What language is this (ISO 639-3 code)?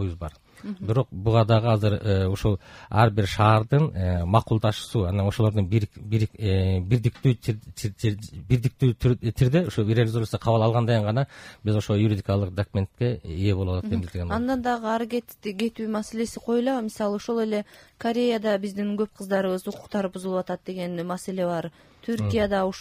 kir